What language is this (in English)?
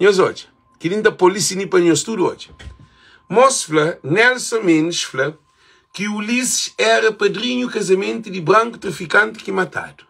Kabuverdianu